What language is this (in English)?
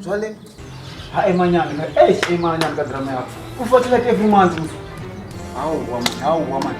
Venda